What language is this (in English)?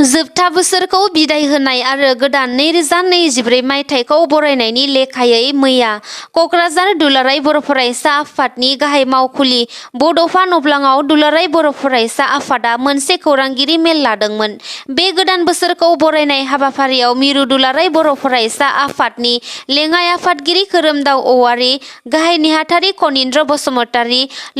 Bodo